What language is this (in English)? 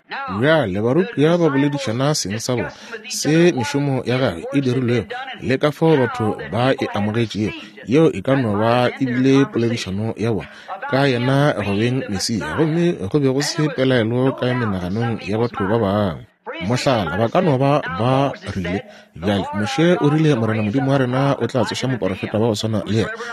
Northern Sotho